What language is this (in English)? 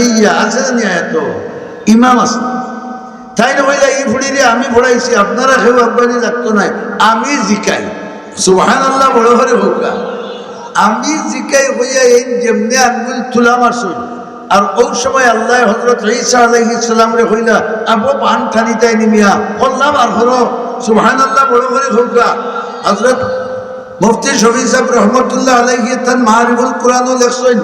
Sylheti